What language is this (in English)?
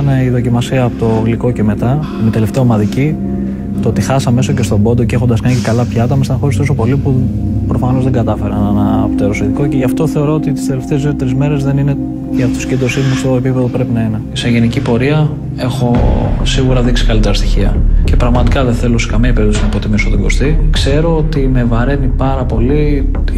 Greek